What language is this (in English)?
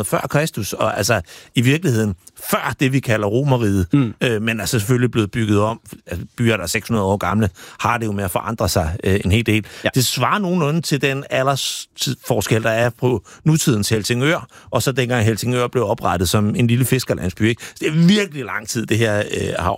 Danish